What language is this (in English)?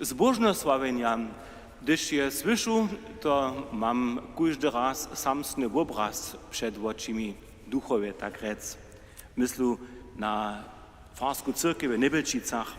Upper Sorbian